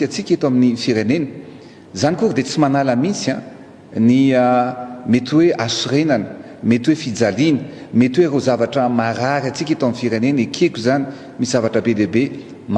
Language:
Malagasy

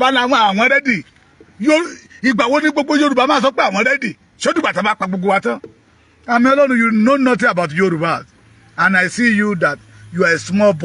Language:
Yoruba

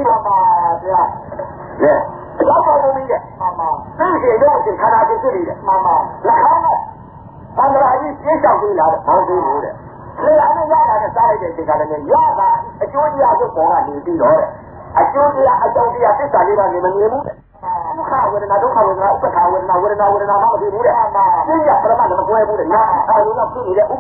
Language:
Burmese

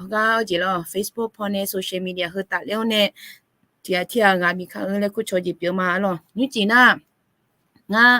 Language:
Akha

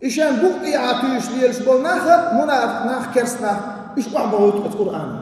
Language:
Chechen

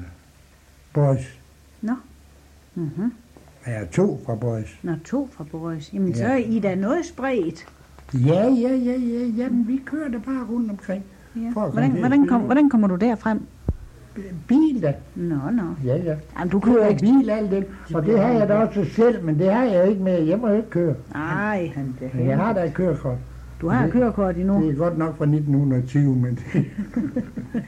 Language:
Danish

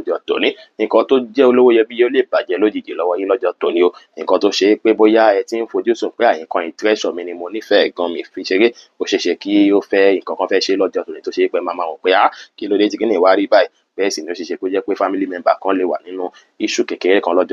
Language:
Yoruba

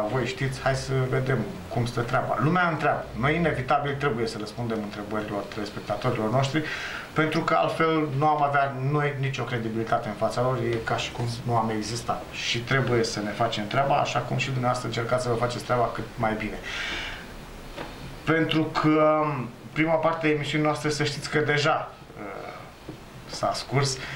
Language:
Romanian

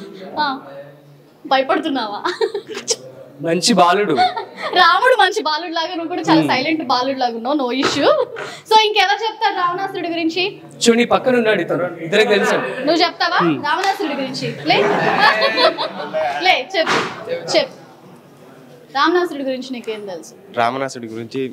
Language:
Telugu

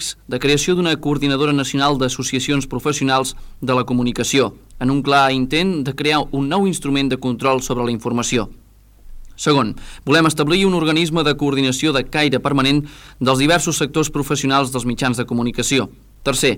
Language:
Catalan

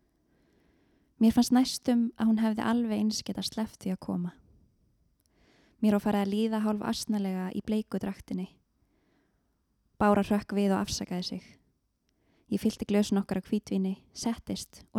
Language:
Icelandic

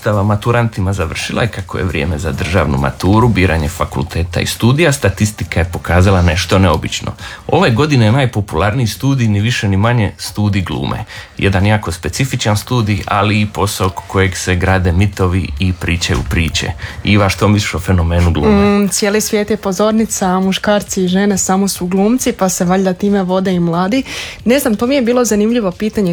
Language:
Croatian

